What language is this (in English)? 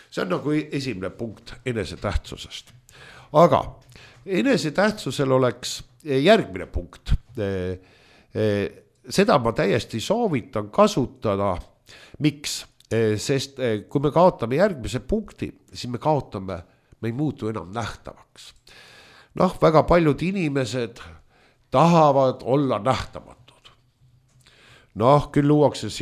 Estonian